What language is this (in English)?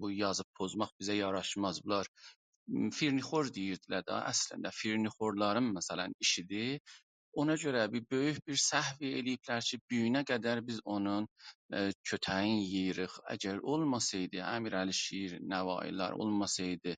South Azerbaijani